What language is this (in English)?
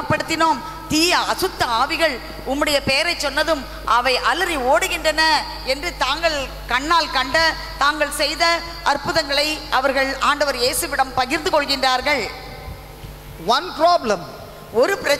Tamil